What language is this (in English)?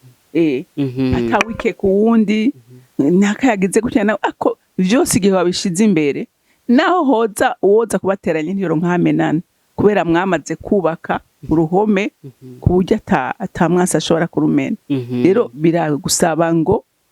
Rundi